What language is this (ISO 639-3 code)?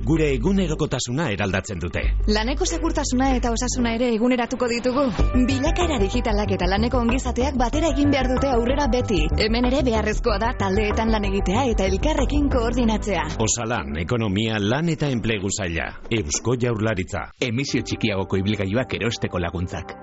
eus